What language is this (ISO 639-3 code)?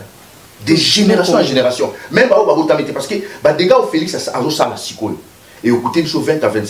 lin